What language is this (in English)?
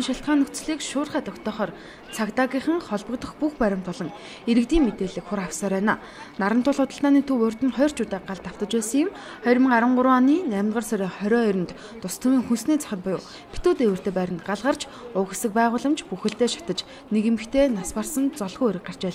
Mongolian